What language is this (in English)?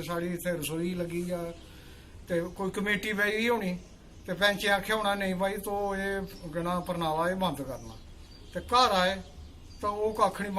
Dogri